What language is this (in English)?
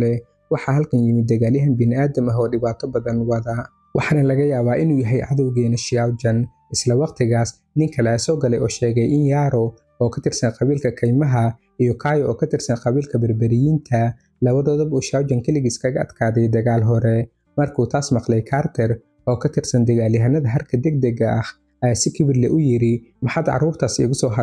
Somali